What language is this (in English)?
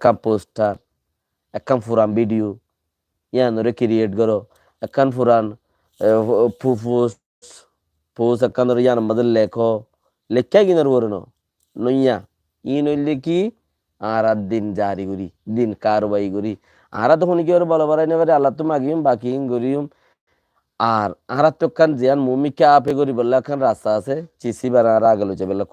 Rohingya